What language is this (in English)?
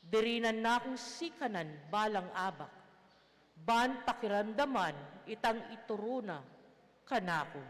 Pampanga